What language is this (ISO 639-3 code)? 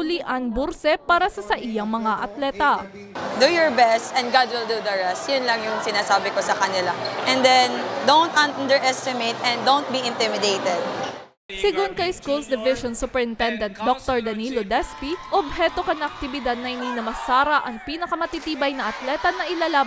bik